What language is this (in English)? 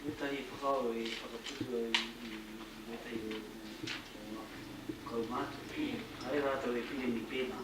Māori